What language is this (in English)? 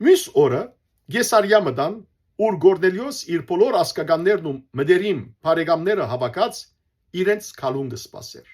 Western Armenian